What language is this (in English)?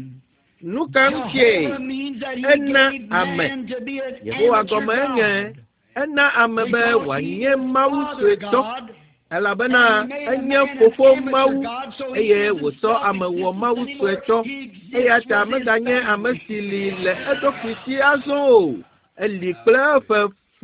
Ewe